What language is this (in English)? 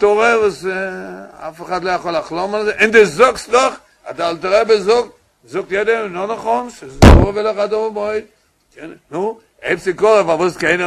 Yiddish